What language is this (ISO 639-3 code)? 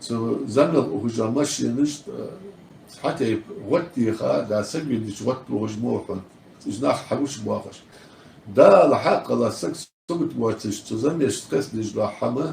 inh